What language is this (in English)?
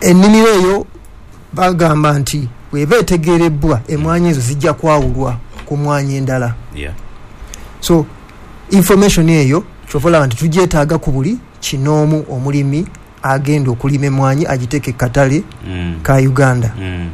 Ganda